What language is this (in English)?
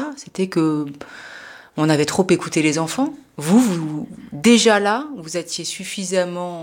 French